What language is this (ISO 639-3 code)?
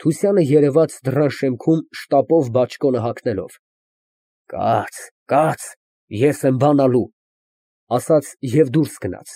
hye